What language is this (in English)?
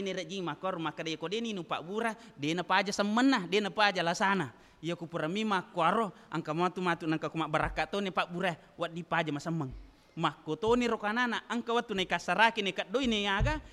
Buginese